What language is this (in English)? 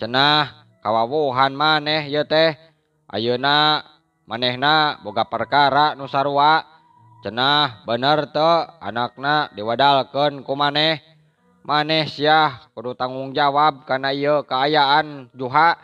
Sundanese